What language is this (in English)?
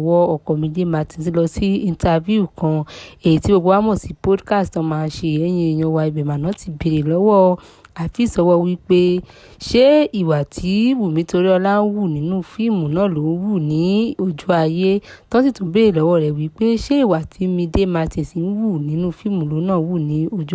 Yoruba